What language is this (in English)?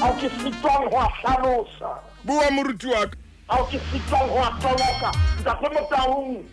Southern Sotho